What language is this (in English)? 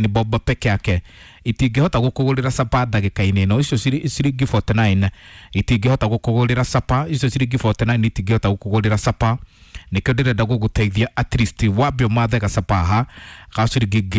Kikuyu